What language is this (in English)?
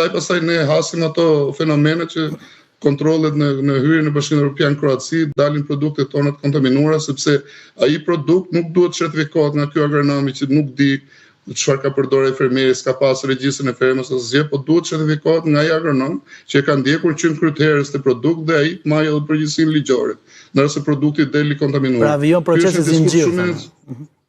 Albanian